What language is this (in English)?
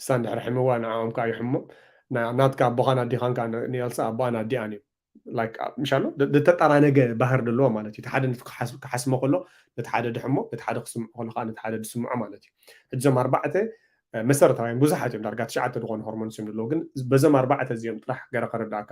Tigrinya